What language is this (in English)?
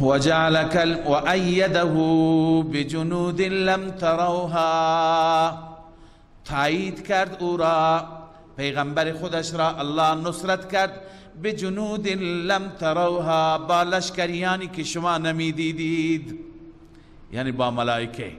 Persian